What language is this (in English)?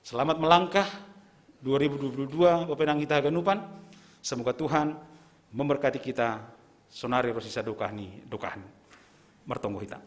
Batak Simalungun